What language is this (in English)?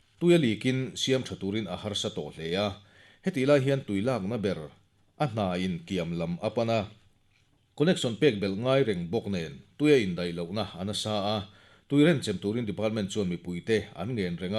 Mizo